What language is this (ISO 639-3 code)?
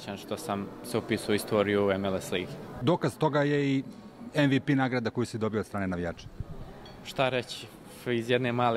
srp